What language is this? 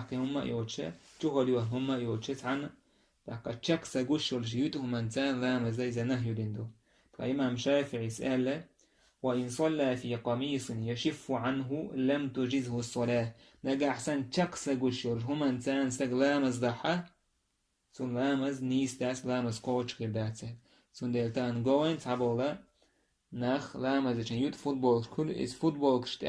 Chechen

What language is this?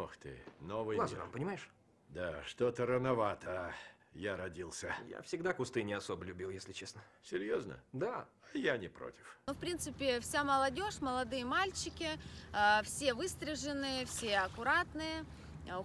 Russian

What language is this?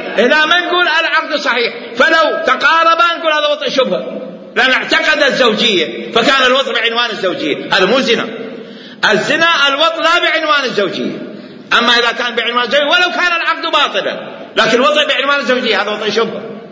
Mesopotamian Arabic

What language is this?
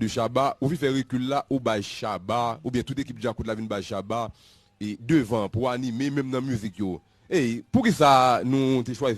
Haitian Creole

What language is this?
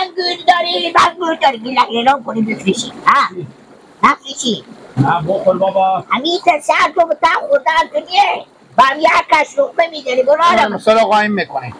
Persian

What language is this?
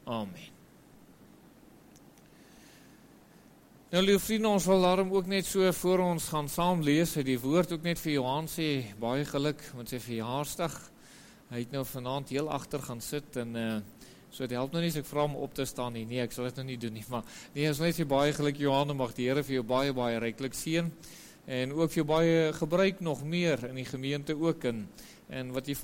Afrikaans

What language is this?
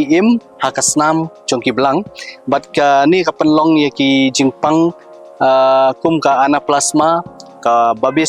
Khasi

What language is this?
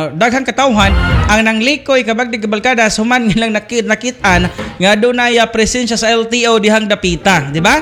Cebuano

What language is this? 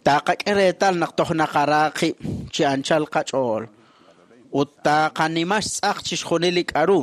Kekchí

